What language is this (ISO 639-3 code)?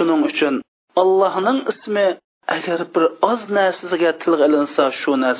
uig